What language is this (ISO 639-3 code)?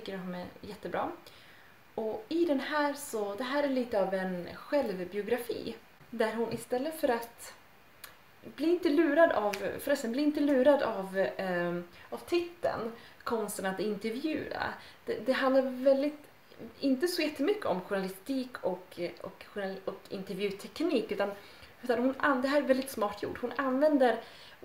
swe